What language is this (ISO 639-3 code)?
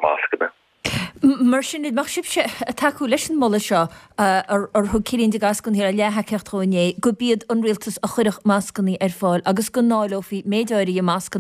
gle